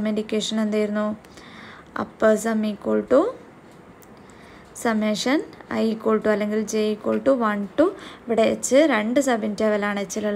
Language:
Malayalam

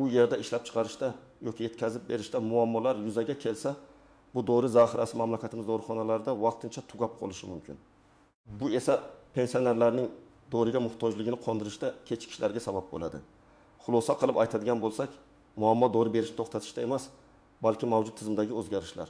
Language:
Uzbek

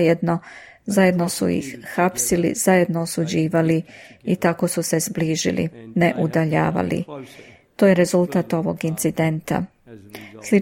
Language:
Serbian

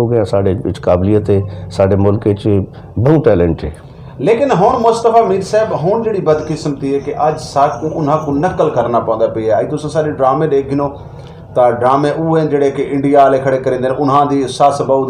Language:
Saraiki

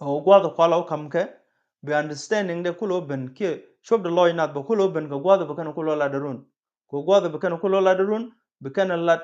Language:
Nuer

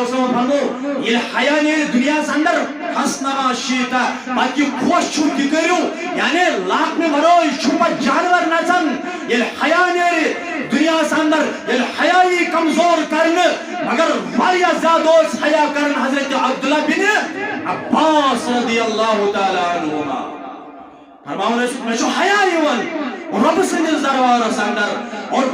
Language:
Kashmiri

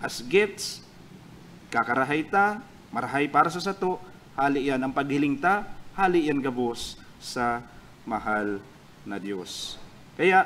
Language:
Bikol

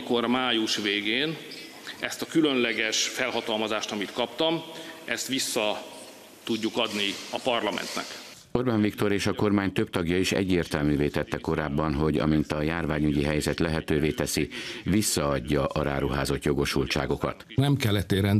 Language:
Hungarian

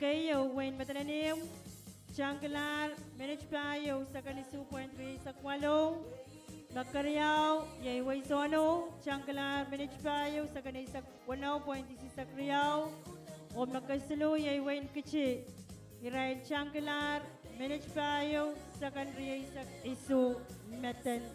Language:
Pohnpeian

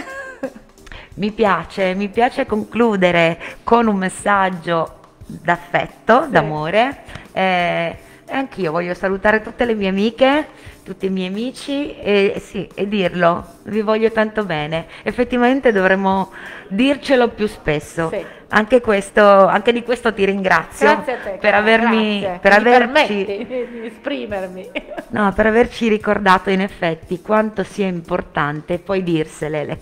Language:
Italian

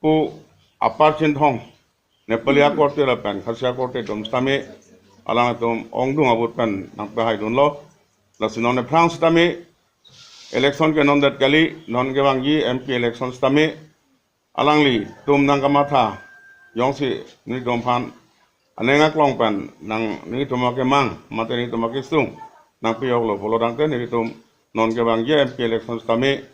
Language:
Karbi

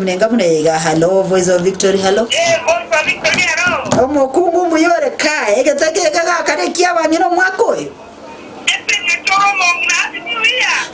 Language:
Gusii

